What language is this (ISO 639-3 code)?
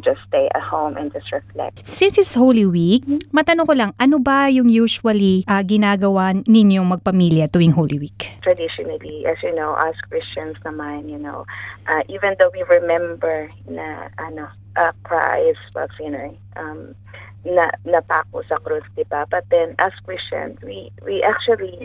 fil